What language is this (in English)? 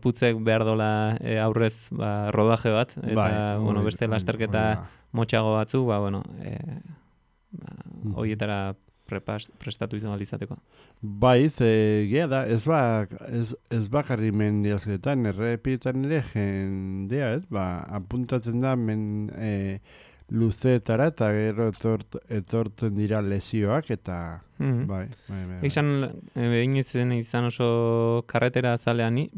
Basque